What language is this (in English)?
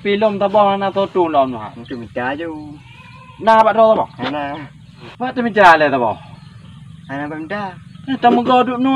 Achinese